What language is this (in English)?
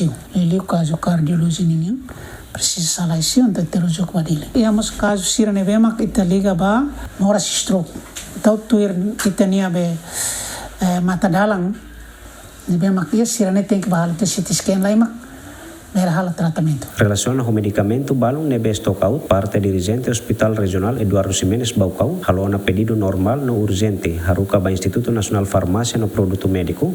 Tetum